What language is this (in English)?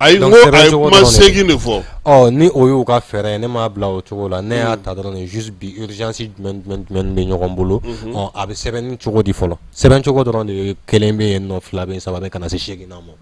Bambara